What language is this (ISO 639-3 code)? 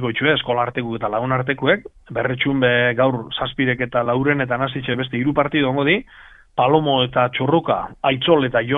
eus